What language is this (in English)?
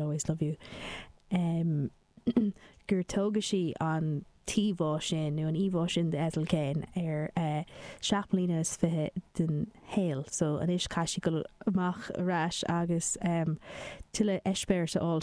Irish